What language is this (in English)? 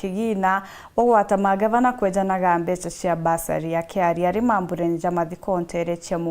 Meru